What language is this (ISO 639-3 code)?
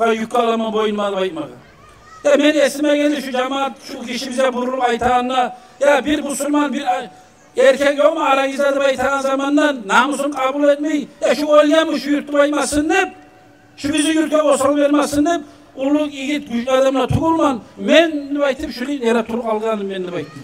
kum